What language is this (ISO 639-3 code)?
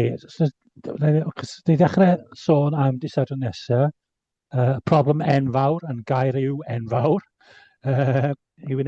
cym